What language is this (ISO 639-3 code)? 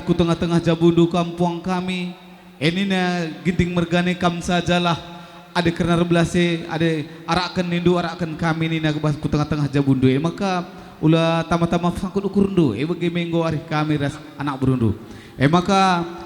btx